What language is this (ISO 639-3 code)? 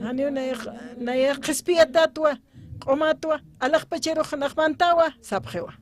aym